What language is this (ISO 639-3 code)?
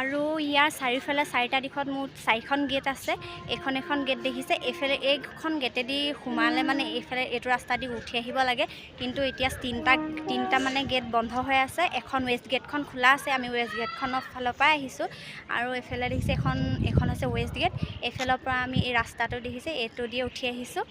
asm